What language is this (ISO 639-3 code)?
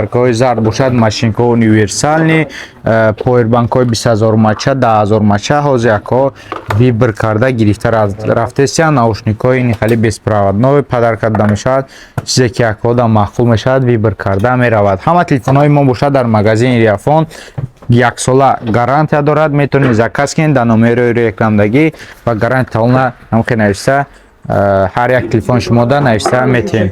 tgk